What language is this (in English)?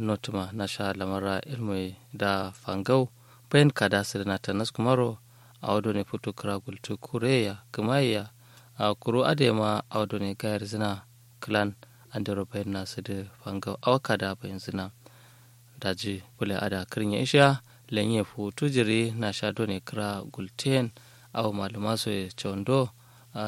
Kanuri